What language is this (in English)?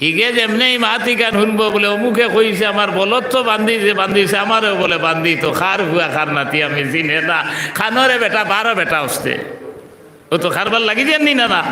Sylheti